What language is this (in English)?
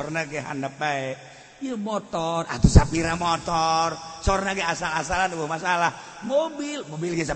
Sundanese